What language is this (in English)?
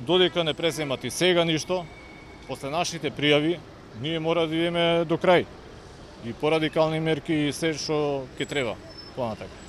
Macedonian